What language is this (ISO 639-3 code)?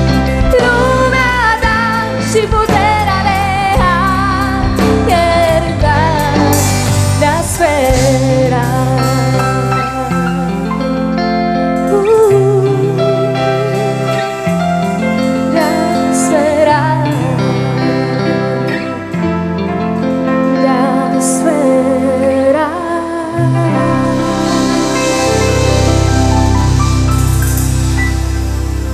ron